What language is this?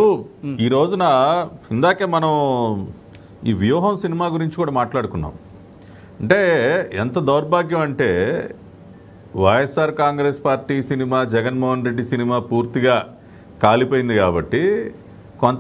Telugu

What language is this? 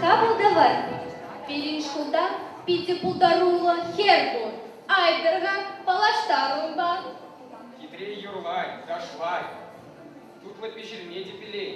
Chuvash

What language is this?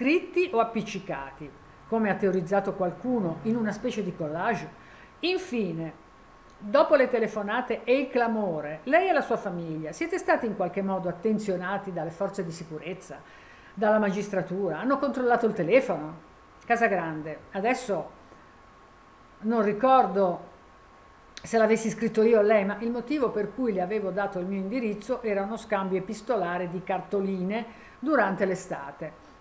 Italian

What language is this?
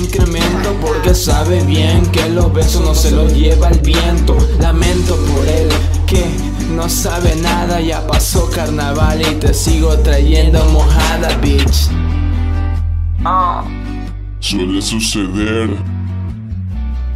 Spanish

